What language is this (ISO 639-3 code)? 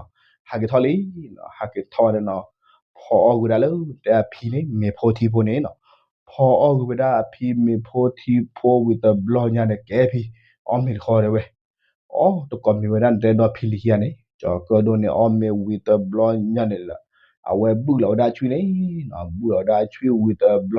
ksw